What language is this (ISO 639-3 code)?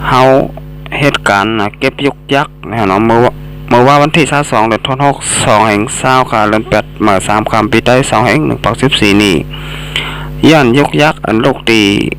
shn